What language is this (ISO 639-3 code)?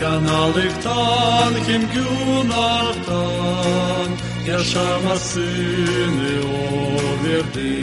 gag